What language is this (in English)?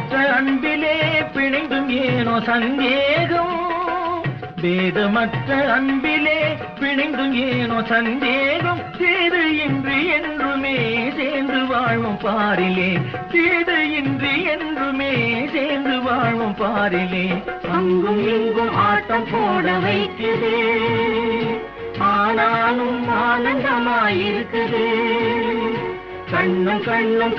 Tamil